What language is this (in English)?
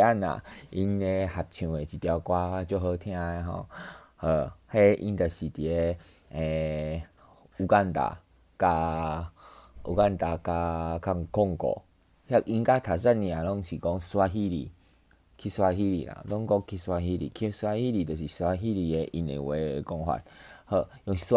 Min Nan Chinese